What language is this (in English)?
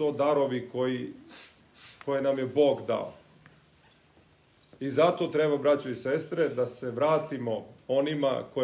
Serbian